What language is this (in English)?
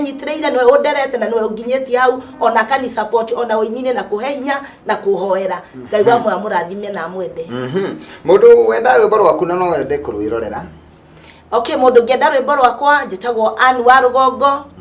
Kikuyu